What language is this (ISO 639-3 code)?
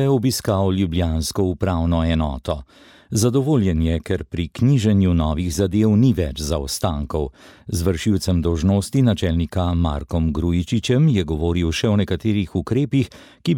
slv